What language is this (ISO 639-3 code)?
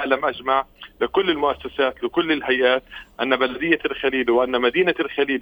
apc